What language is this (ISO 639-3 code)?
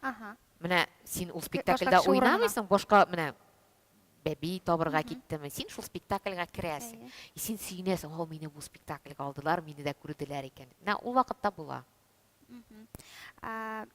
tat